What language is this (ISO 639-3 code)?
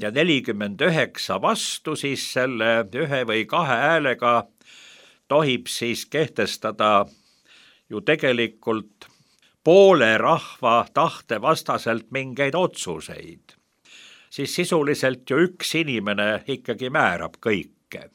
est